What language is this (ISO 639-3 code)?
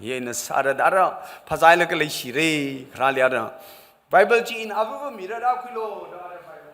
nmf